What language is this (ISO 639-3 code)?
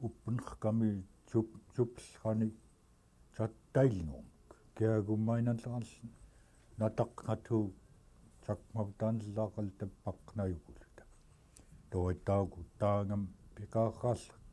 esu